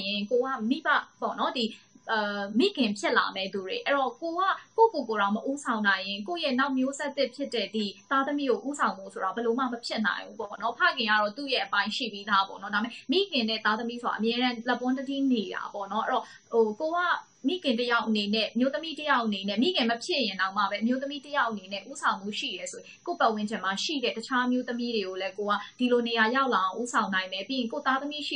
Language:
Burmese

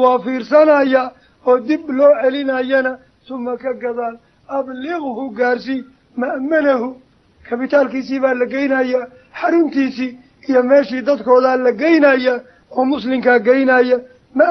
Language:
Somali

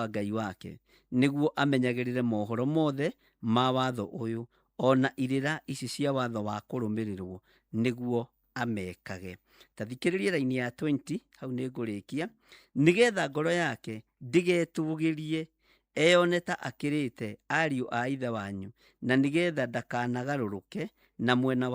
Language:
Kikuyu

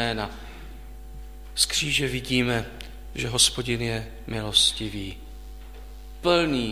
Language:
Czech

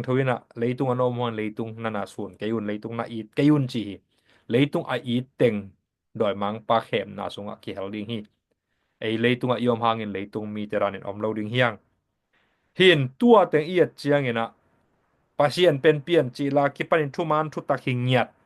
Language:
Tedim Chin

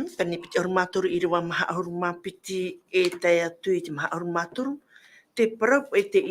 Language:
Tahitian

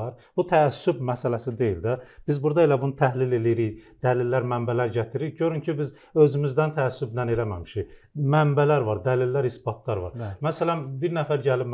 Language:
Azerbaijani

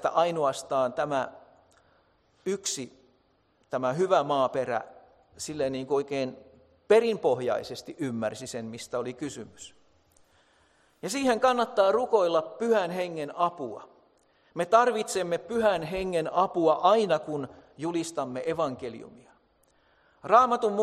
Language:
Finnish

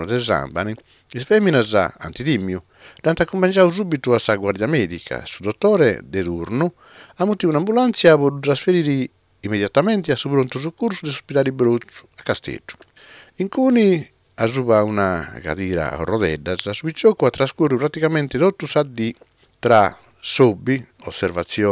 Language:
Sardinian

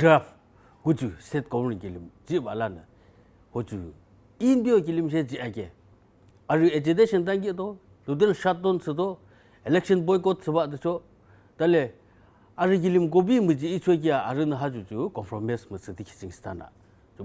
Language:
Yimchungru Naga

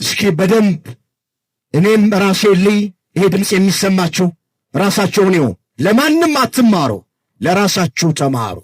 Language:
Amharic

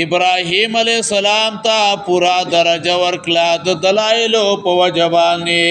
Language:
Pashto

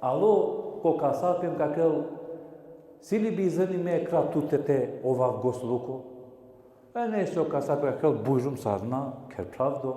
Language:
Balkan Romani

